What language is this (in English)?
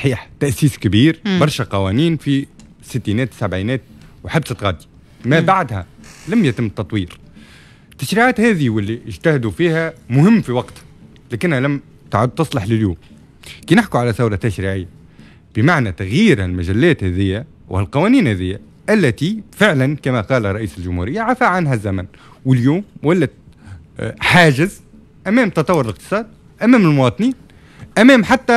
Tunisian Arabic